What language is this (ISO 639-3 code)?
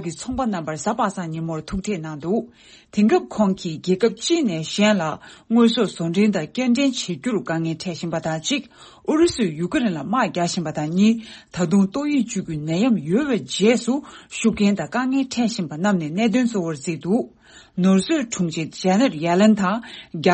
bod